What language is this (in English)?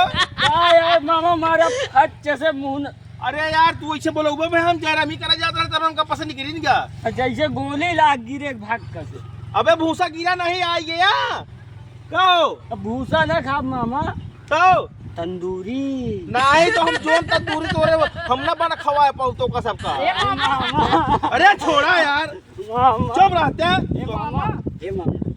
Awadhi